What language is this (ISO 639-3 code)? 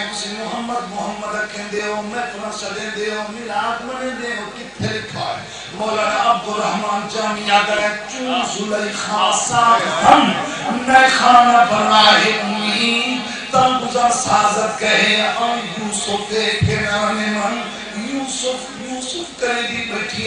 skr